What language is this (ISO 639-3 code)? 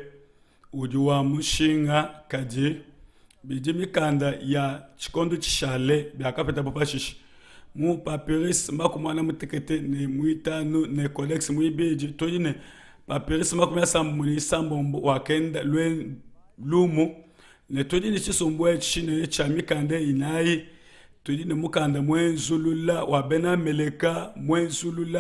lua